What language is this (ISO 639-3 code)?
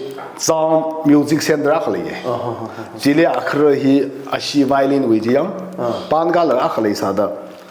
nmf